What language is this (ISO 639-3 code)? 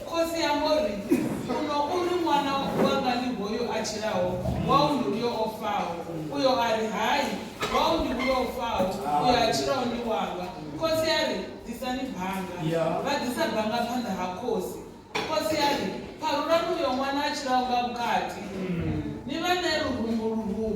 ven